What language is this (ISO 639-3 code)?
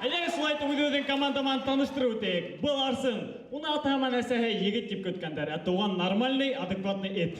bak